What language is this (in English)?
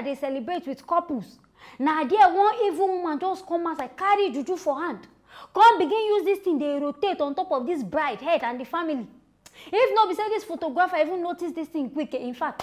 Nigerian Pidgin